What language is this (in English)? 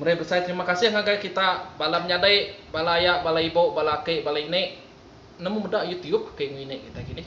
Iban